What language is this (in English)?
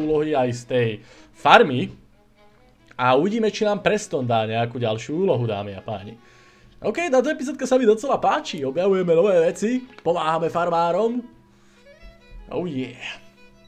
Slovak